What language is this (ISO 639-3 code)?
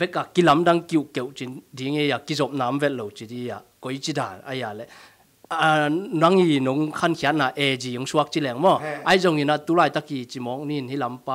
ctd